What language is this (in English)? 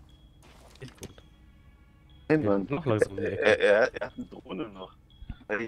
German